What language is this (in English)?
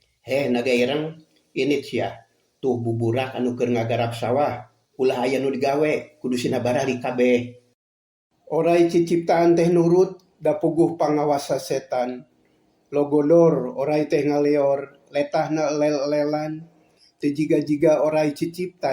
Sundanese